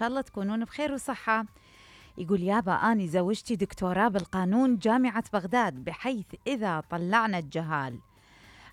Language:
Mesopotamian Arabic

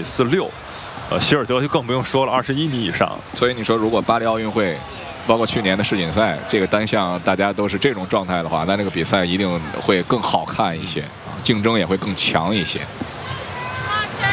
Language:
Chinese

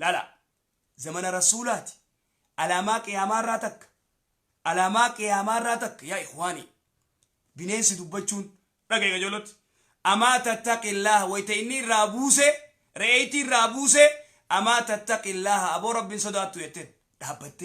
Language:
Oromo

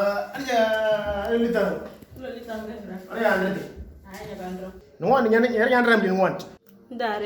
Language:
Moro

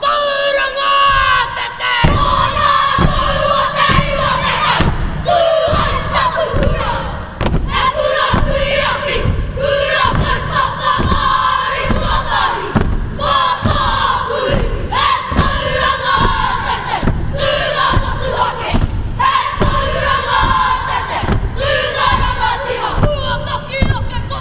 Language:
Māori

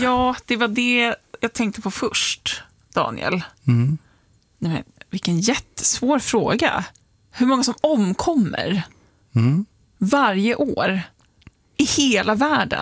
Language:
Swedish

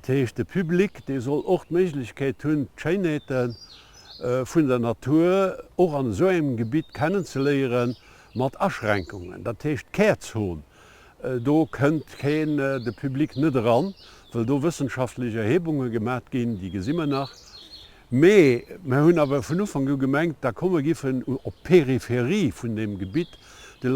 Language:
Luxembourgish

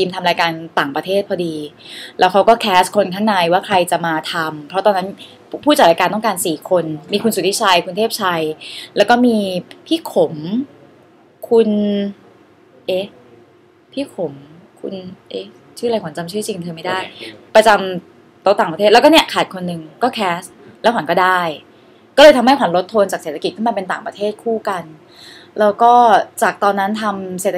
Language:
Thai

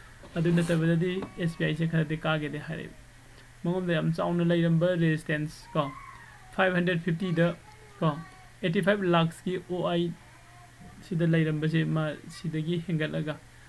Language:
Manipuri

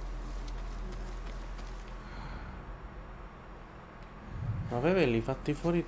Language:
Italian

